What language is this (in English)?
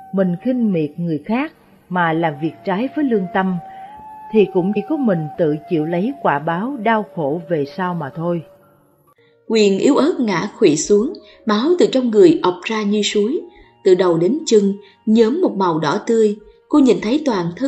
Vietnamese